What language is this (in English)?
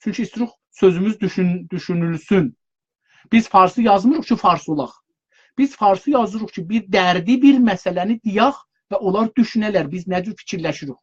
South Azerbaijani